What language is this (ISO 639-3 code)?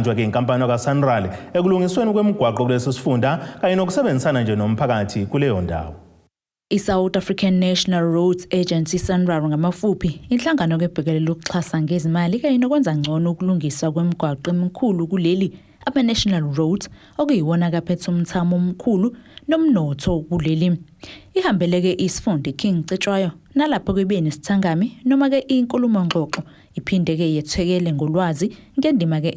zul